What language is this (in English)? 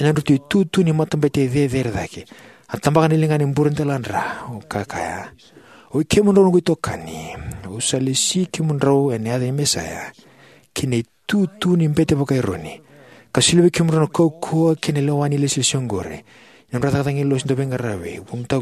Fijian